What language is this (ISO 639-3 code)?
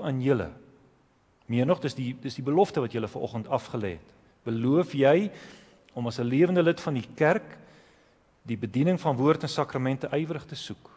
afr